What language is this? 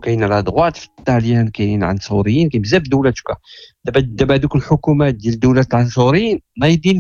Moroccan Arabic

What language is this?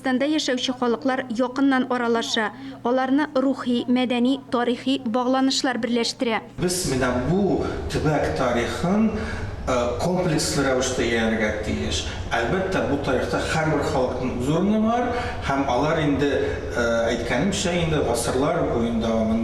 Tatar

